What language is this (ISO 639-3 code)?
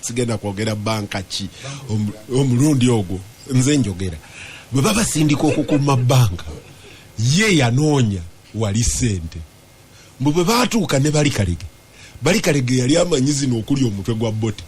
lug